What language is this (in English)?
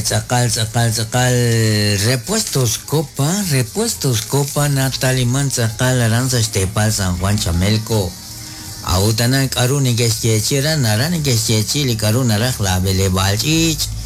Kekchí